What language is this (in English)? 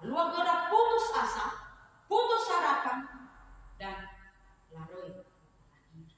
Nias